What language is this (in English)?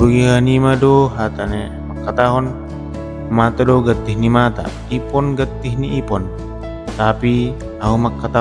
Batak Simalungun